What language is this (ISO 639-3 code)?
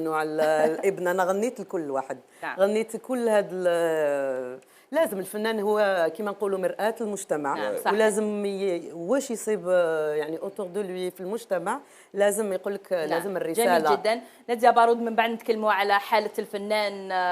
arq